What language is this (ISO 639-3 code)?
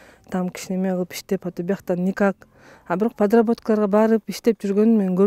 kir